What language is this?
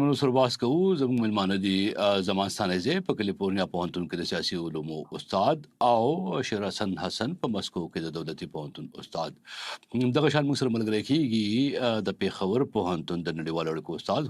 Pashto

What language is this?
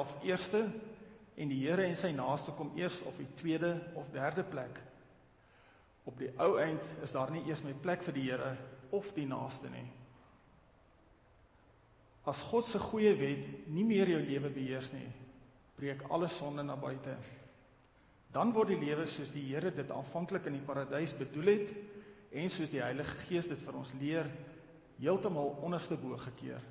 Afrikaans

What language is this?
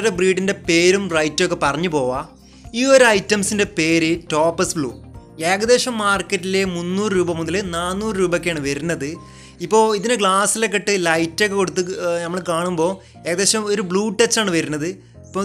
Malayalam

